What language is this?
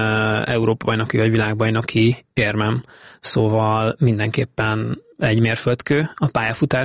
Hungarian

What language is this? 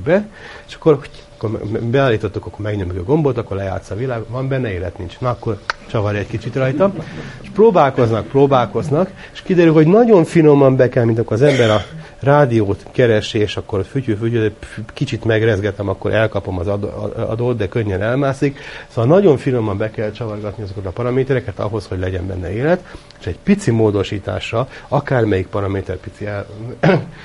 Hungarian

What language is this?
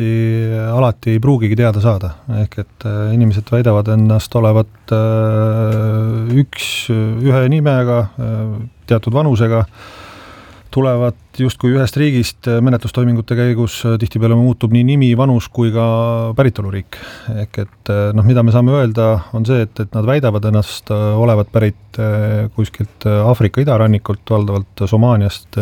Estonian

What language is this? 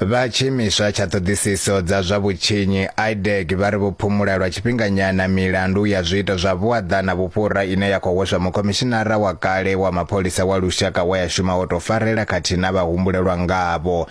Venda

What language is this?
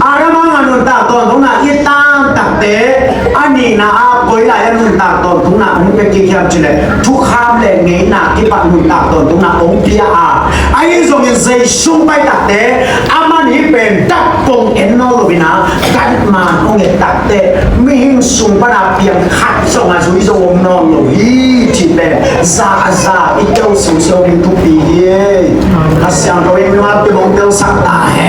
Tedim Chin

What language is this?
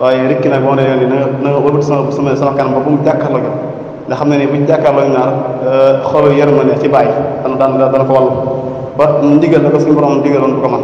Wolof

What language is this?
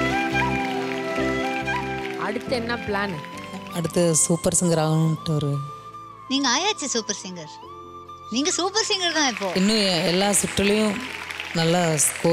Tamil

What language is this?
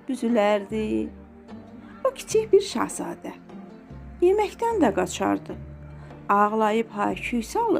Azerbaijani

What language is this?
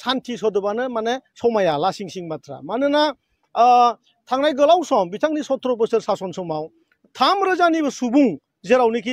Bodo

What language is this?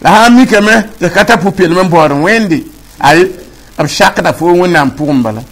Mossi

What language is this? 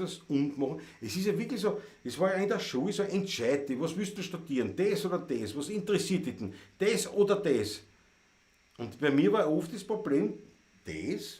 Bavarian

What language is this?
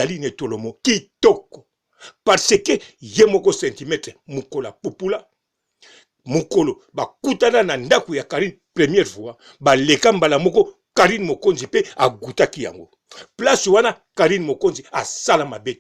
Lingala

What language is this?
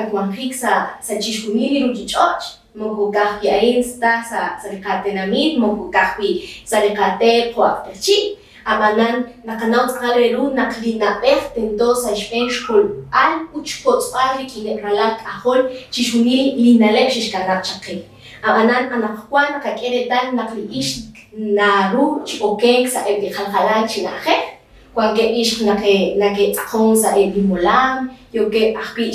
Kekchí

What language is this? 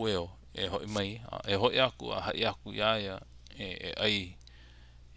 Hawaiian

